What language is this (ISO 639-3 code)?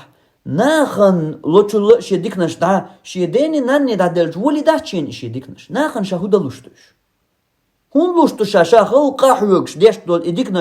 che